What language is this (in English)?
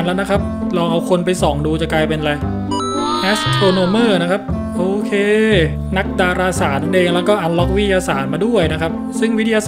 Thai